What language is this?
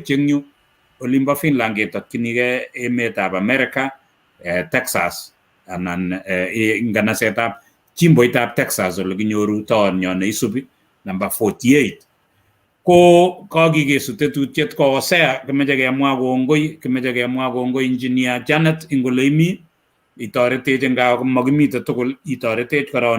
Kalenjin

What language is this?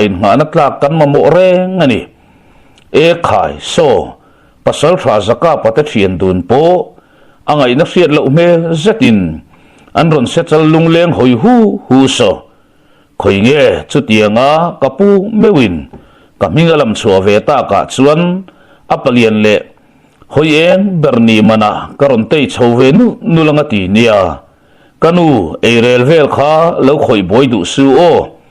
Mizo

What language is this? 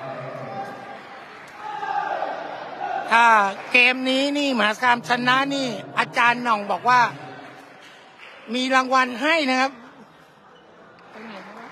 Thai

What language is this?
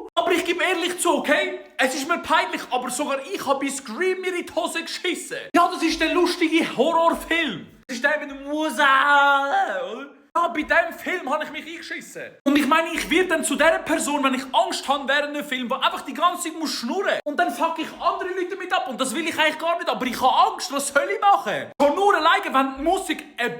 Swiss German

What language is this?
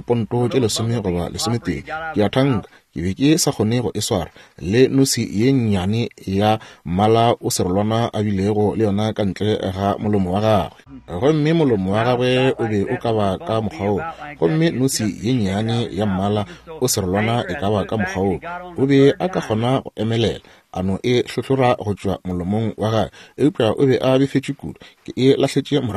Northern Sotho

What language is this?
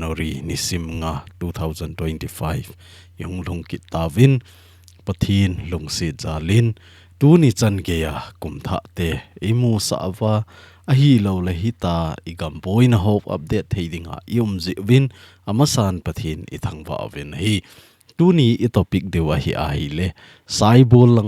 Thado Chin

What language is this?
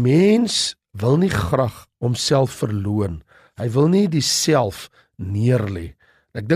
Afrikaans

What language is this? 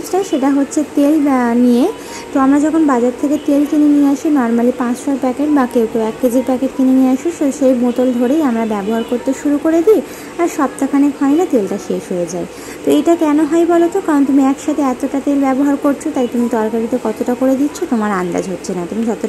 Bangla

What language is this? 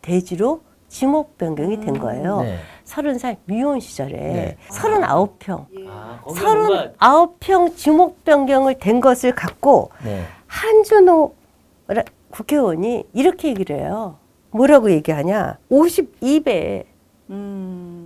Korean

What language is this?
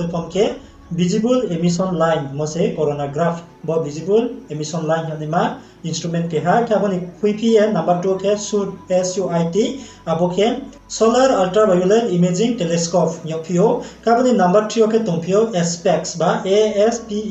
Riang (India)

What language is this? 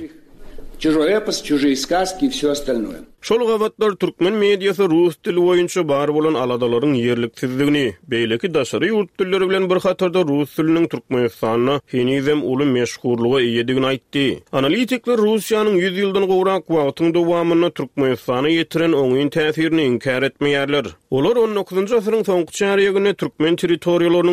Turkmen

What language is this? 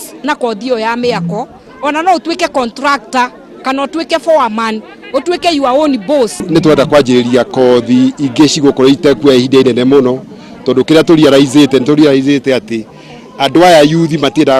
Kikuyu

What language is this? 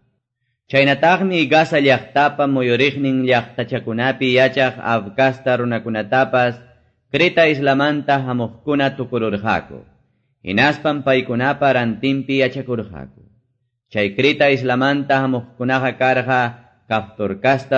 Quechua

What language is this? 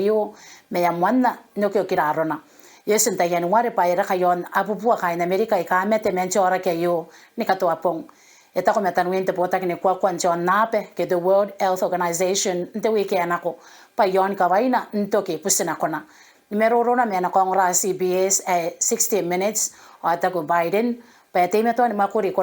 Gilbertese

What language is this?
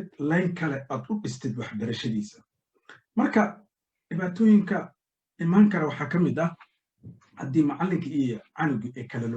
Somali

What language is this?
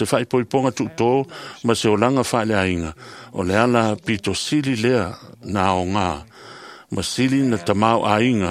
Samoan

